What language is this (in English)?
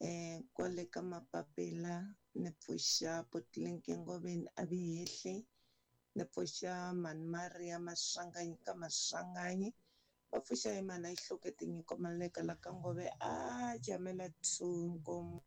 Tsonga